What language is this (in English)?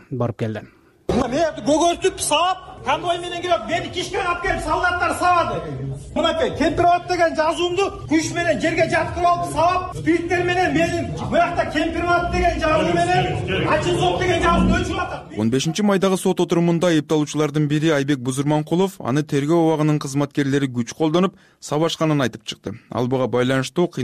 Kyrgyz